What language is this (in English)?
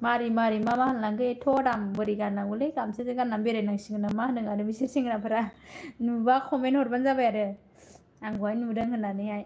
Bodo